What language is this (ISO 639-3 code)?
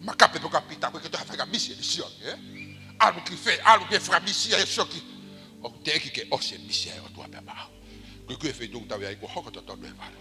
ton